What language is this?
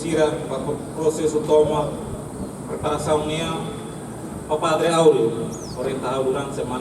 Tetum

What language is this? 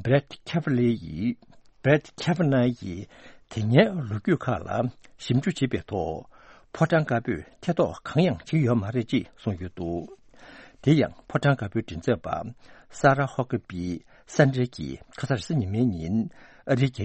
Tibetan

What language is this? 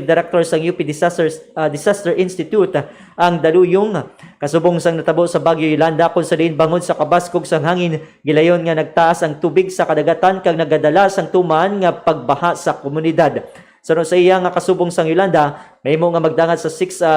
Hiligaynon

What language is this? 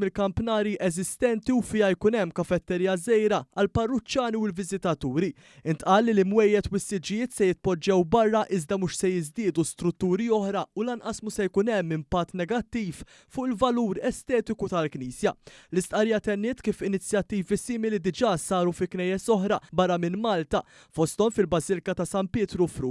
Maltese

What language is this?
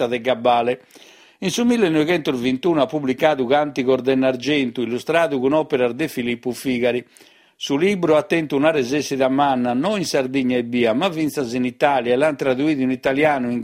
Sardinian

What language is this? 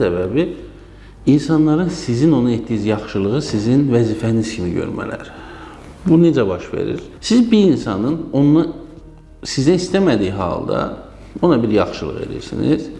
Azerbaijani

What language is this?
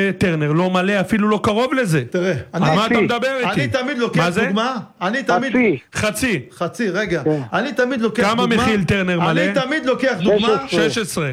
Hebrew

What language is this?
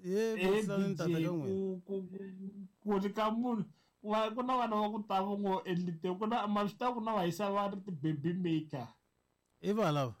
Tsonga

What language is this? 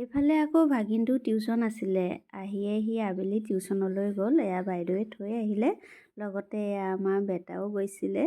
Assamese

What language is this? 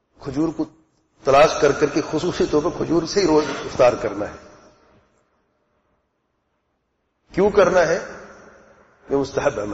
Urdu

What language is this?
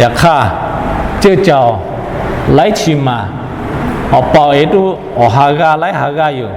Lahu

